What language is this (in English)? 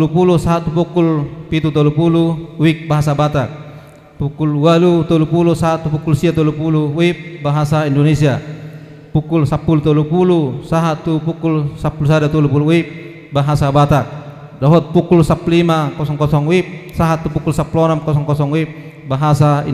Batak Toba